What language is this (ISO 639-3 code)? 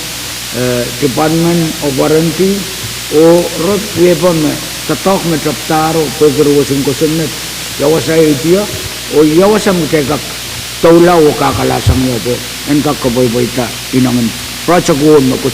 pon